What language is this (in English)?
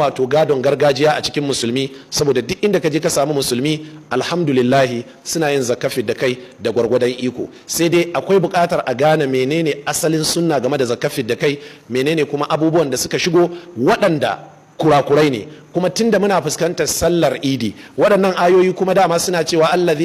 Hausa